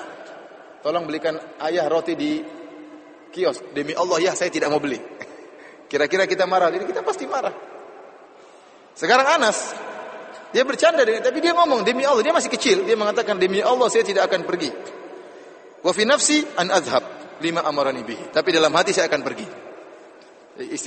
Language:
Indonesian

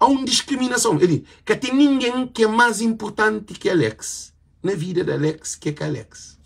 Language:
Kabuverdianu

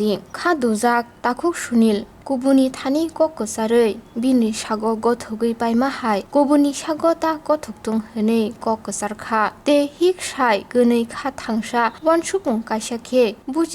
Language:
Kok Borok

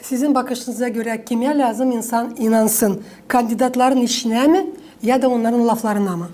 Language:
Gagauz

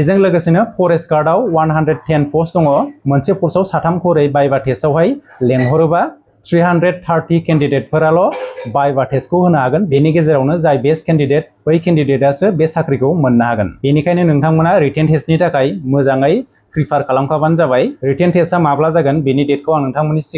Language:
Bodo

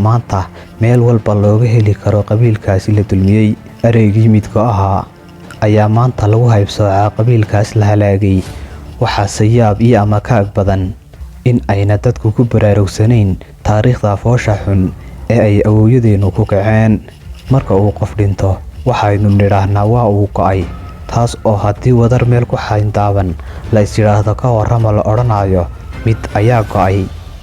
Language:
Somali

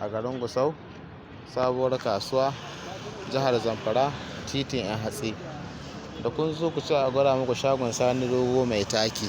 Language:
Hausa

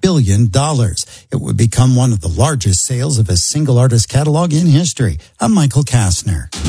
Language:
English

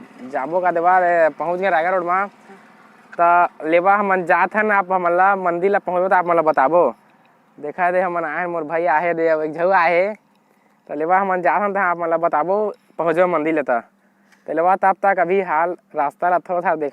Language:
Chhattisgarhi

